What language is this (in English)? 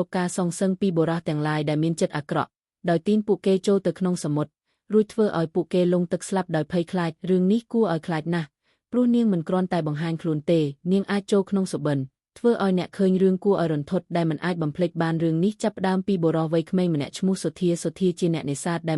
Khmer